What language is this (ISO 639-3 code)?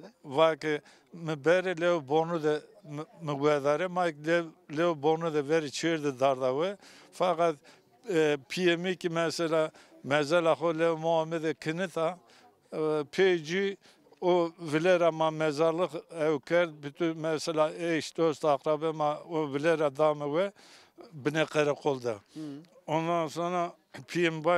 zza